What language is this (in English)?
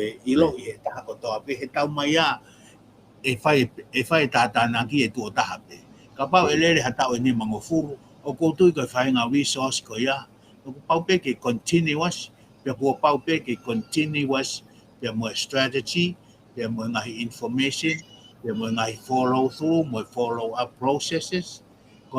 Tongan